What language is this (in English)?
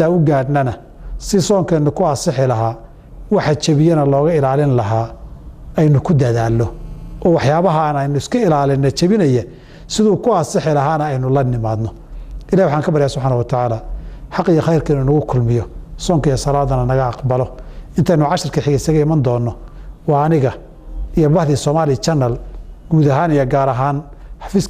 Somali